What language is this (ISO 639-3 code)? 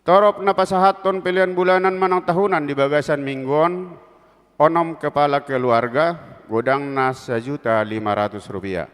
bbc